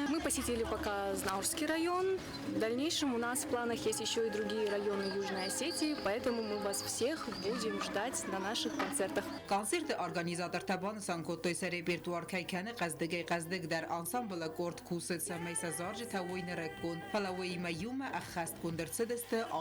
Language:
Ossetic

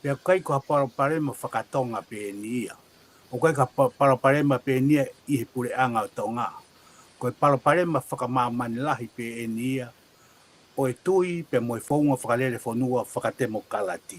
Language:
Tongan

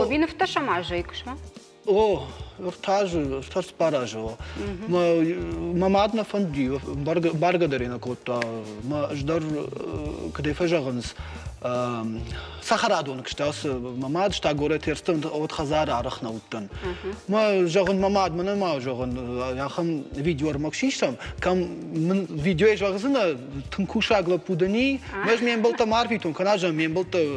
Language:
Ossetic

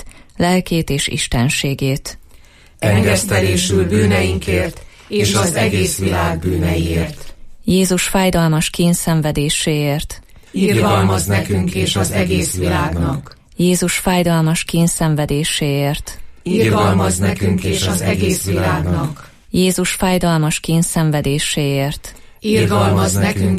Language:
Hungarian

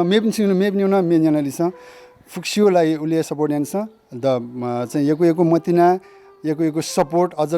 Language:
Newari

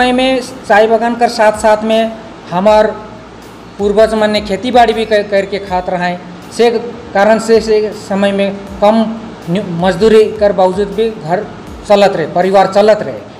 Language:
Sadri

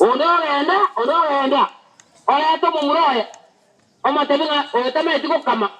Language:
Gusii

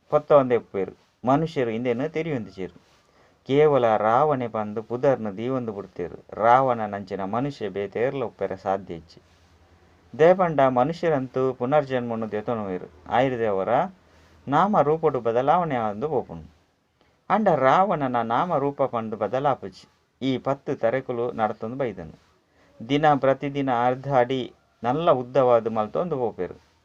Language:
Tulu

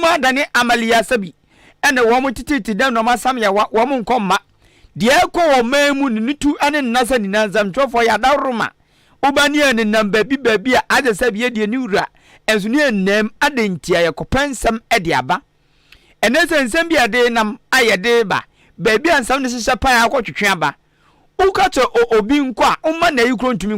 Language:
Akan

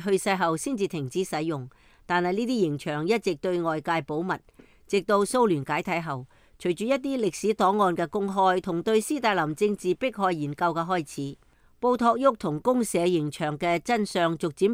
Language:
Cantonese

